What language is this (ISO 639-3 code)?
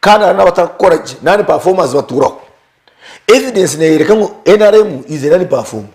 nyn